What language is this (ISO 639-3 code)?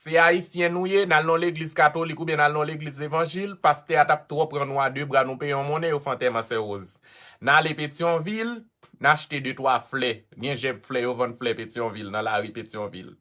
hat